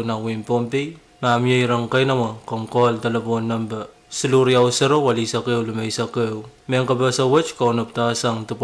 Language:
Pohnpeian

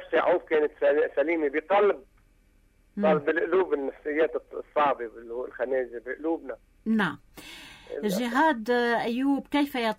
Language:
North Levantine Arabic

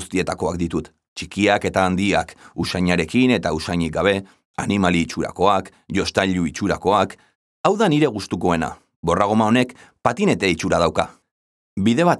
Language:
Basque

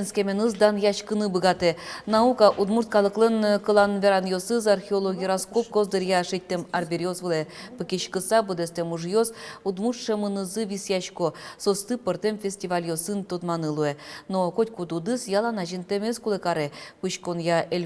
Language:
Udmurt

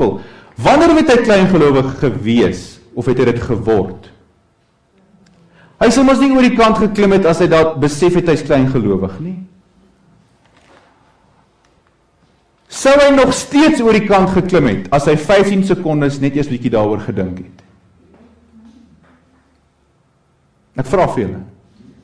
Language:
Afrikaans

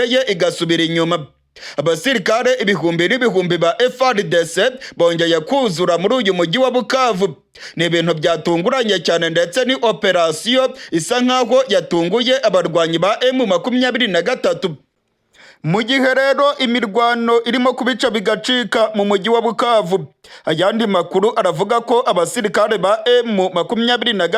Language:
Kinyarwanda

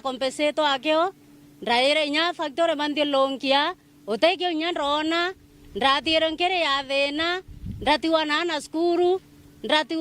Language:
Meru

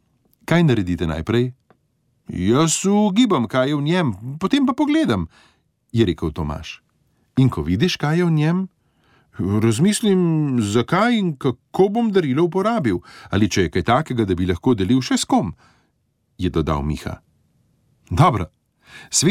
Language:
Slovenian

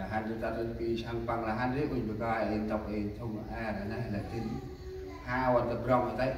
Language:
Central Mnong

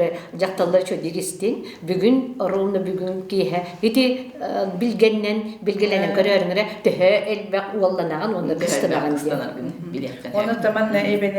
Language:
Yakut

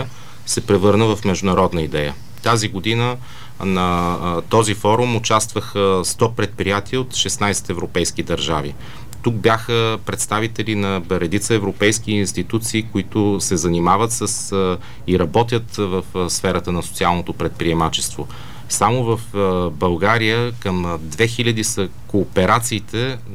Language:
Bulgarian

